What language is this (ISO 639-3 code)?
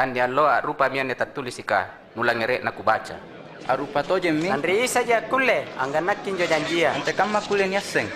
mak